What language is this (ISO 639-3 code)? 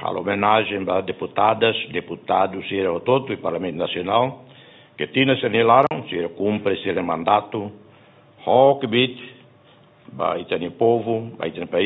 tet